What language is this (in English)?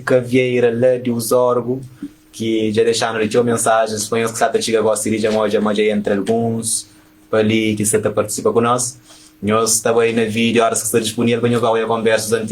Kabuverdianu